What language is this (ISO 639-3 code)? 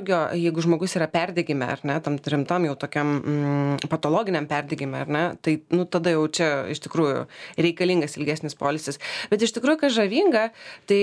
lit